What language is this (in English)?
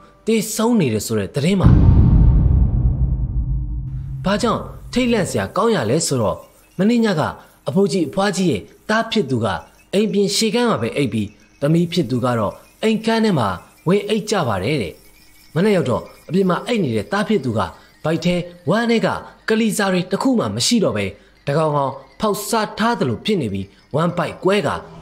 Burmese